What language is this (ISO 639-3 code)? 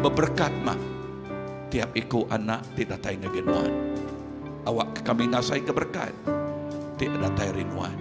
iba